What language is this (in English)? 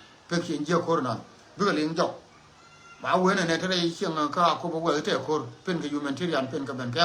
Nuer